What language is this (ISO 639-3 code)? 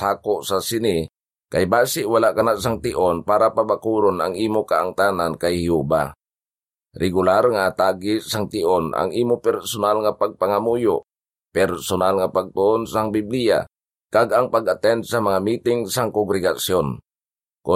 hil